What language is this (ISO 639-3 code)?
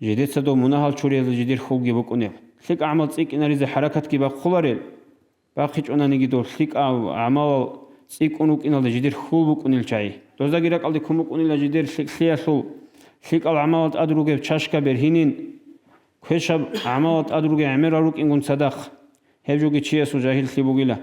ava